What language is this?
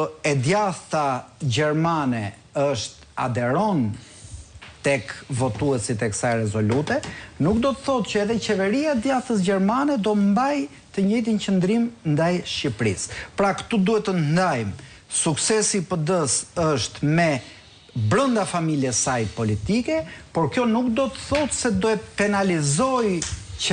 Albanian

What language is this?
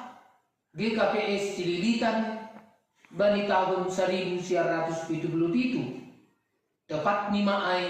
Batak Simalungun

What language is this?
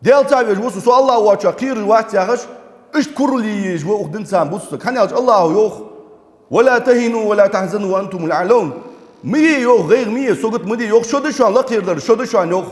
Ingush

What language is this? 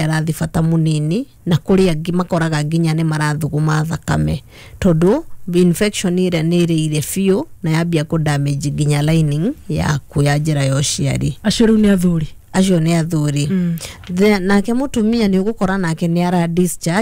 Kikuyu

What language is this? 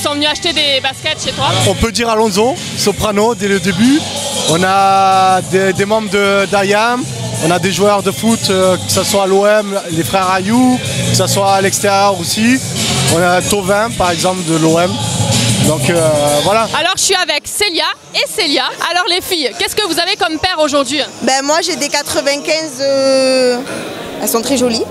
French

